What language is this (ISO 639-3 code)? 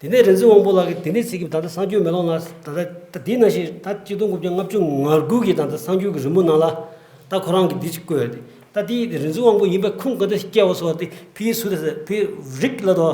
bod